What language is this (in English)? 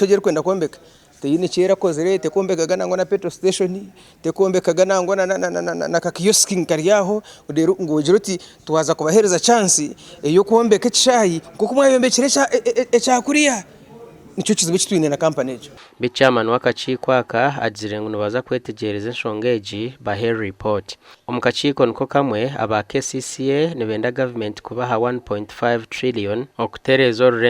Nyankole